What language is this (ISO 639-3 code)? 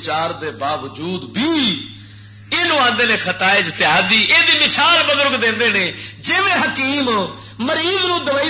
lah